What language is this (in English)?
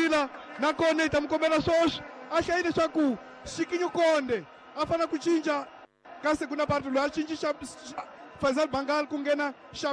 Tsonga